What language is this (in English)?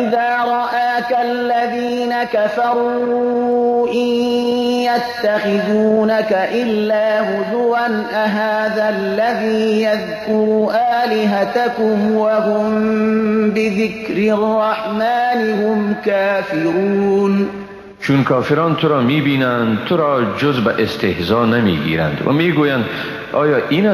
Persian